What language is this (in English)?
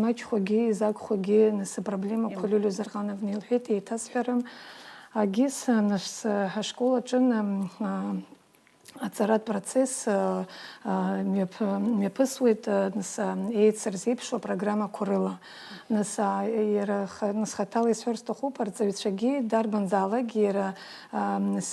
Abkhazian